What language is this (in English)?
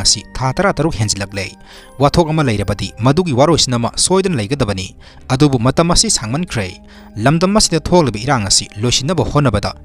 Manipuri